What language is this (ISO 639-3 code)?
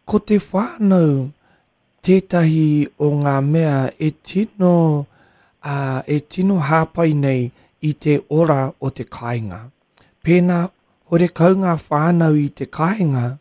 mri